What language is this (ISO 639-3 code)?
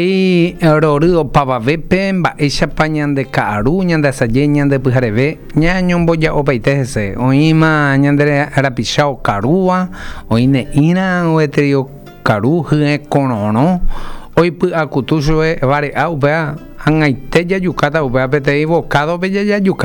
grn